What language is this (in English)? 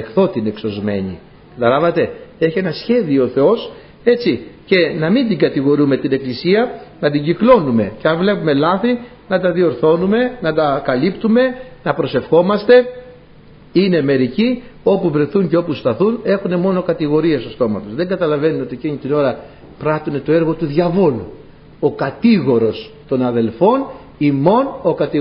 Greek